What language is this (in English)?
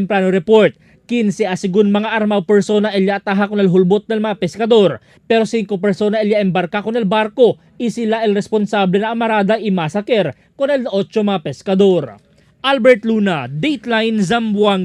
Chavacano